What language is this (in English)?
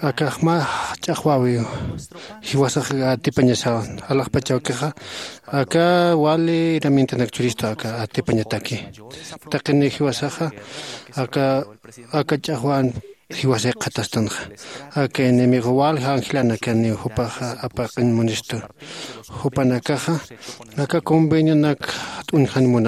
Aymara